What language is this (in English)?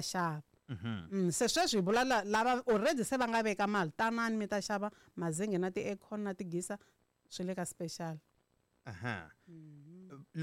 Tsonga